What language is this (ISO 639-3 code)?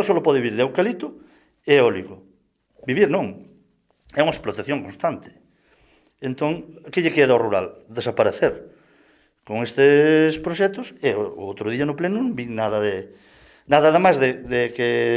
glg